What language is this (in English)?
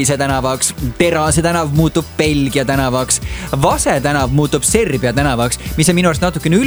Estonian